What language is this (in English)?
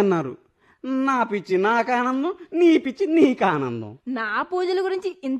Telugu